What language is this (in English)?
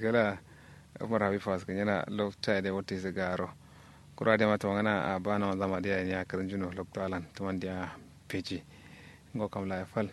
Kanuri